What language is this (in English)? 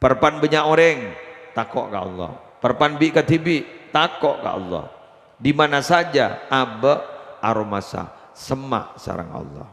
Madurese